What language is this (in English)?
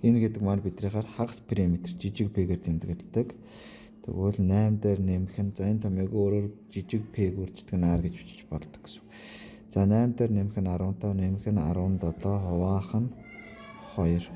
Mongolian